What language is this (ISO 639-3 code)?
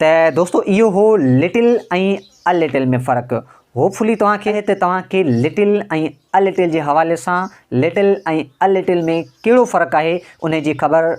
snd